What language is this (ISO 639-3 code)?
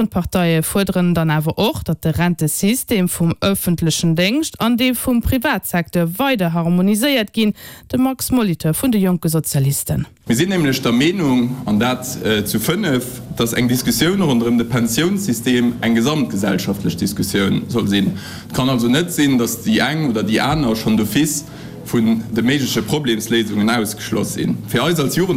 ltz